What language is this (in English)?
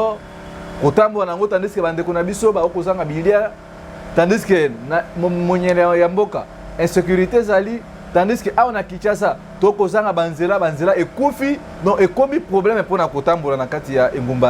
Lingala